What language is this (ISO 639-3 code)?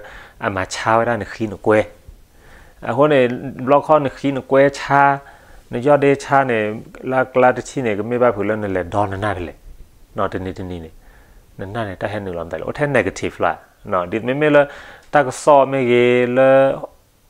ksw